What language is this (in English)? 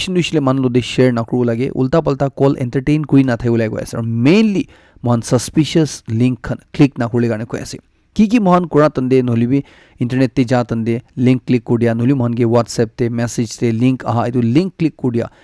Naga Pidgin